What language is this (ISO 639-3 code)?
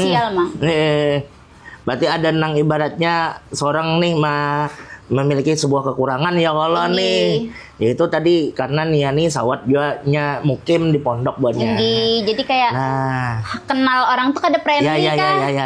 bjn